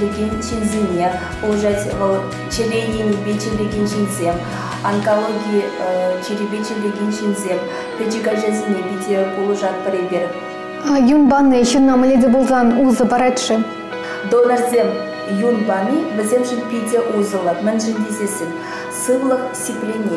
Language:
Chuvash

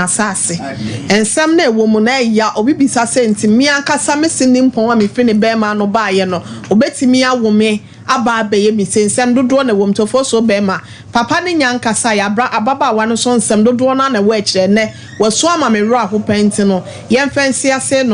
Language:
Akan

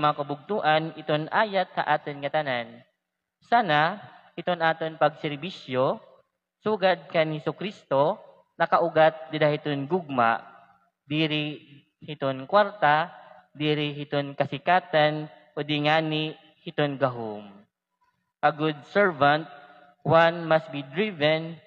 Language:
Waray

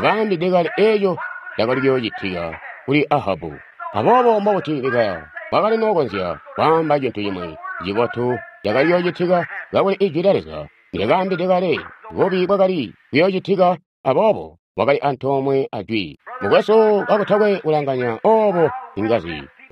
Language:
Tonga (Zambia)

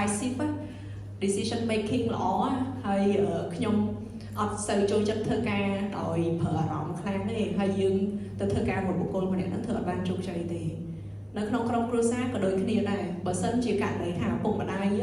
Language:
Khmer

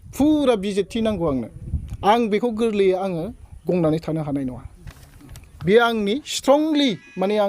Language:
Bodo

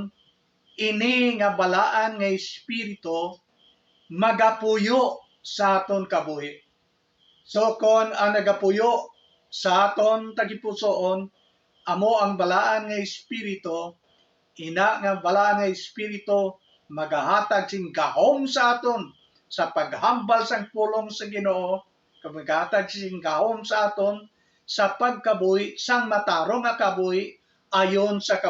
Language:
Hiligaynon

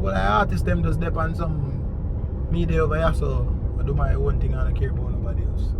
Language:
Jamaican Creole English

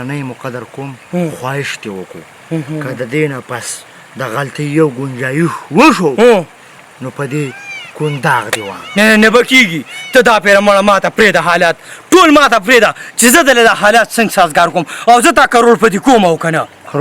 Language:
Pashto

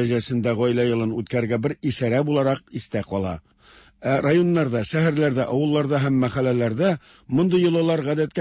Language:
Tatar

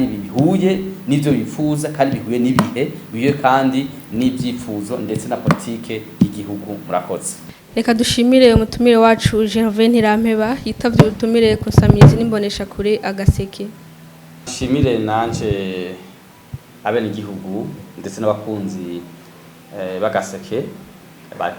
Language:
Rundi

